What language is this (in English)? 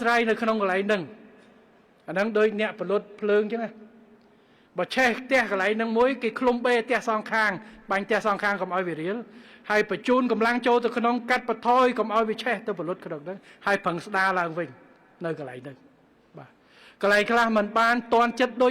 Khmer